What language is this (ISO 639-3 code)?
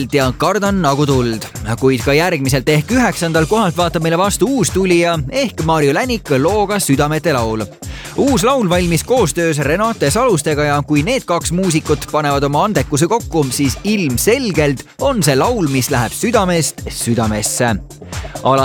est